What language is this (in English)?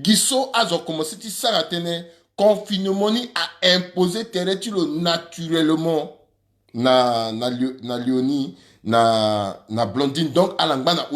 Sango